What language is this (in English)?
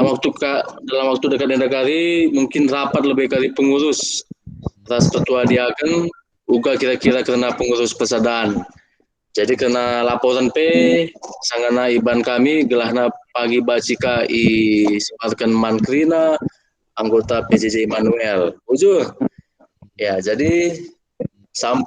Batak Karo